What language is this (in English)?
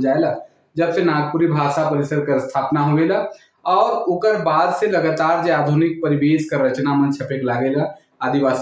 Sadri